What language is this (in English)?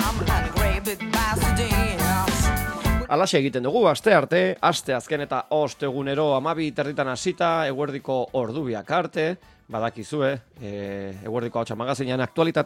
Basque